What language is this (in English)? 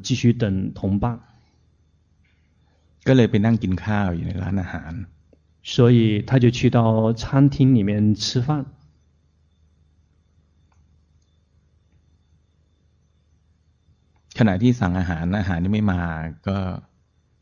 Chinese